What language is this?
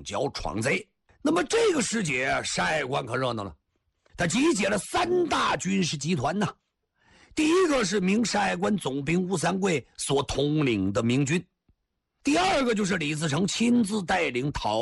Chinese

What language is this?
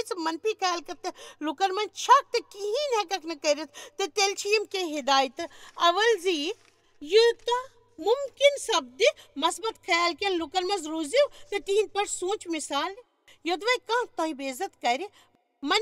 Kashmiri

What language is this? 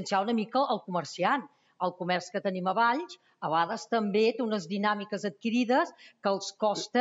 Catalan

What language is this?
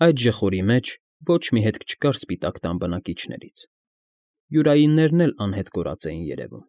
Armenian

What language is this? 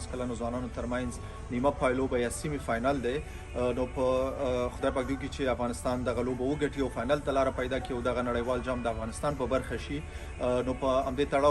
Pashto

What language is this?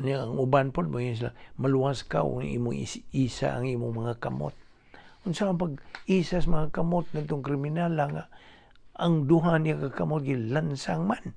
Cebuano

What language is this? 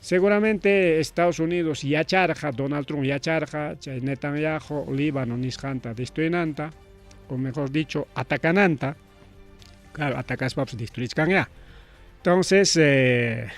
Ayacucho Quechua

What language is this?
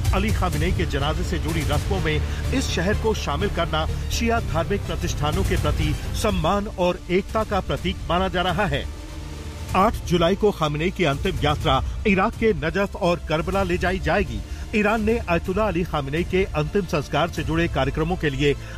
Hindi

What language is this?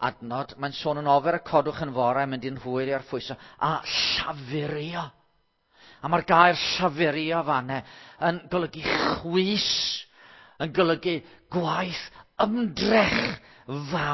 Welsh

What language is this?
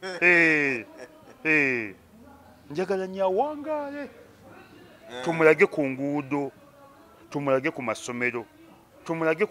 Ganda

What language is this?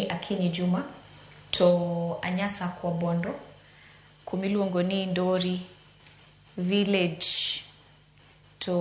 Luo (Kenya and Tanzania)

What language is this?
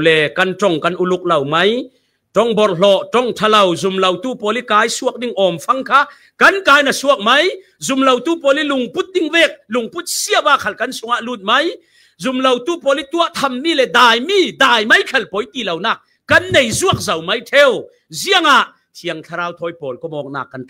Falam Chin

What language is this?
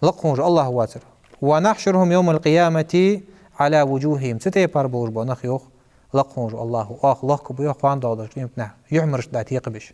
Ingush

